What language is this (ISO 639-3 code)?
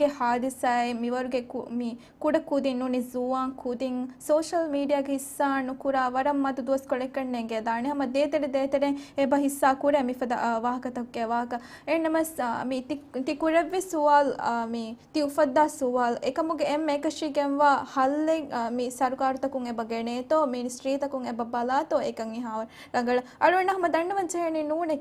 div